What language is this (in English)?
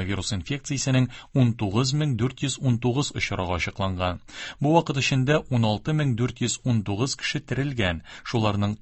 Tatar